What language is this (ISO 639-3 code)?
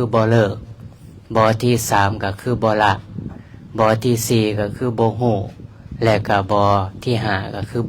lao